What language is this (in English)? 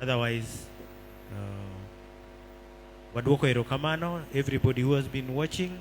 Luo (Kenya and Tanzania)